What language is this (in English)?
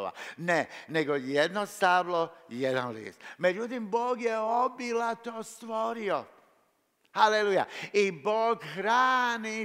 Croatian